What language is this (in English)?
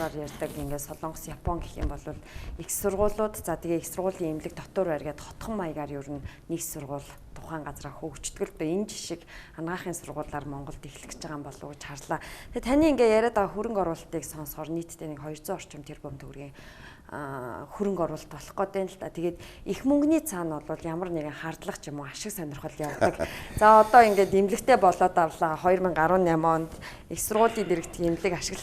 Mongolian